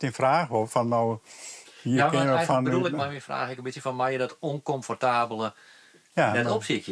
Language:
Western Frisian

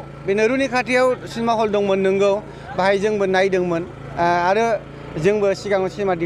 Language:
Bodo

